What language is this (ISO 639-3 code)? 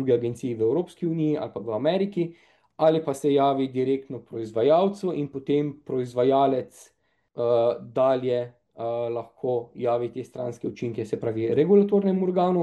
slv